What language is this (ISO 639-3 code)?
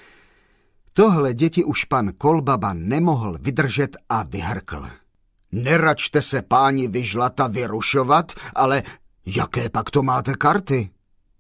ces